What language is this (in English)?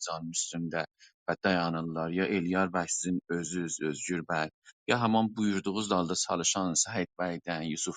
South Azerbaijani